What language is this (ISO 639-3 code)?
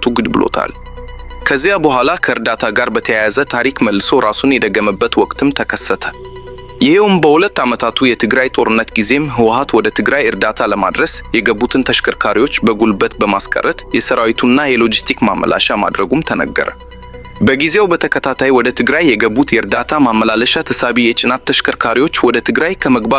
amh